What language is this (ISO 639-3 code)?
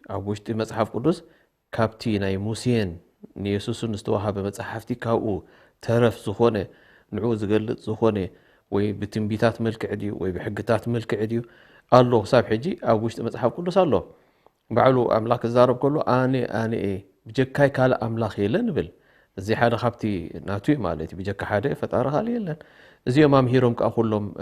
tir